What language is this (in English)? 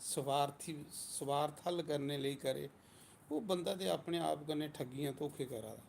Dogri